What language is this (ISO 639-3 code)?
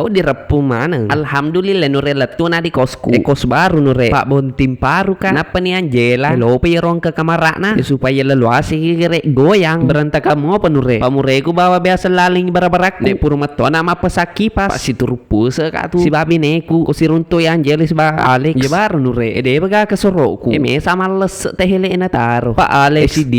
bug